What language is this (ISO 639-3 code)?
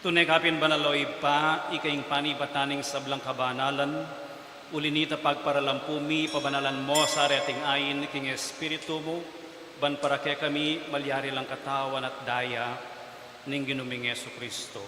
pam